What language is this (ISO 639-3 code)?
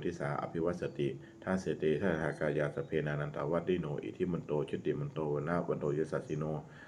pli